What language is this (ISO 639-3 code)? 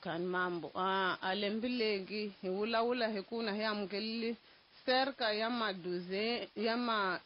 tso